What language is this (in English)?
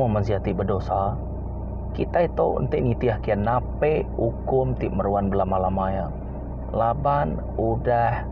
Iban